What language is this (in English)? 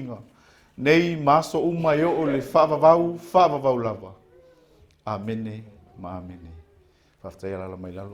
Samoan